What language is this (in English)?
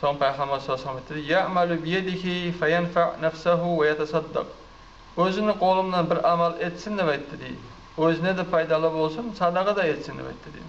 Kumyk